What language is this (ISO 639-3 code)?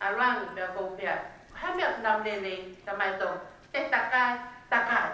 ton